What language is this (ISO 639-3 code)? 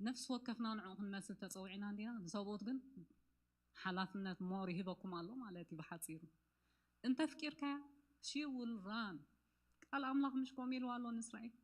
tir